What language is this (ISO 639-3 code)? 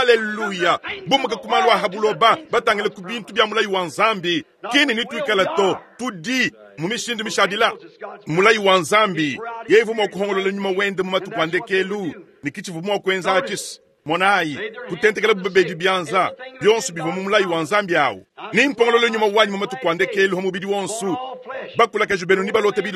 lua